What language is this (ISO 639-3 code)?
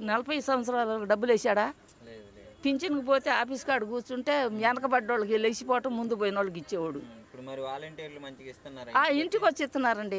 tel